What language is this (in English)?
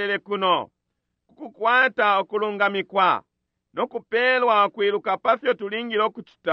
Bemba